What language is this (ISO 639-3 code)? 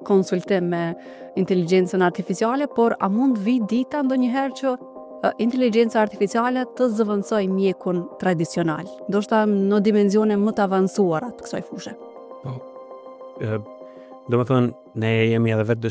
sqi